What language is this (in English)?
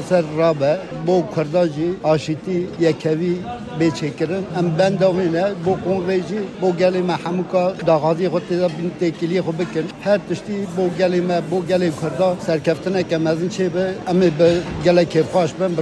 Kurdish